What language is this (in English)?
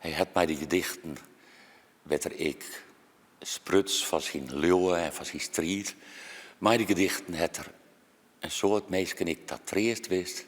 Western Frisian